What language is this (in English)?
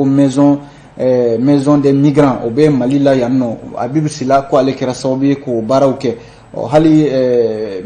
Bambara